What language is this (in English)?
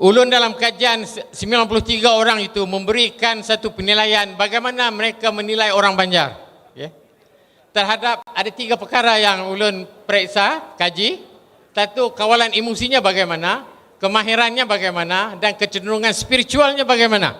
Banjar